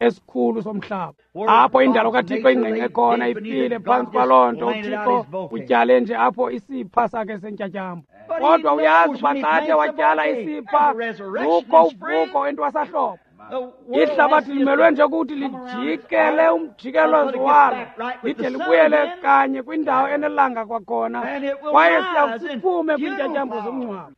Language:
Xhosa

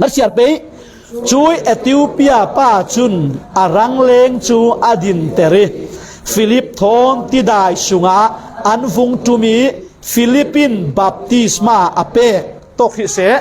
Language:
Falam Chin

